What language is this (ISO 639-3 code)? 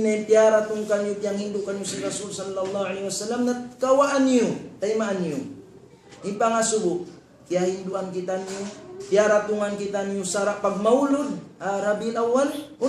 tsg